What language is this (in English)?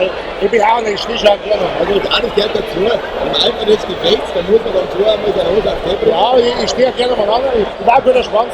Bavarian